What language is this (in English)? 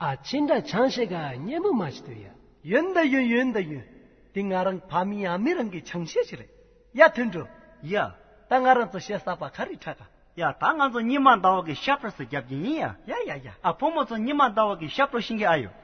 Tibetan